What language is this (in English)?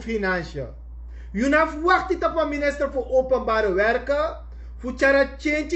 Sranan Tongo